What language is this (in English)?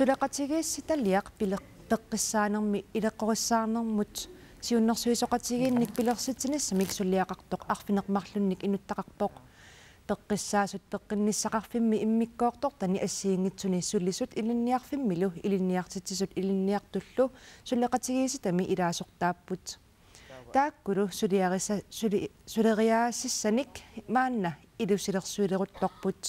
Kalaallisut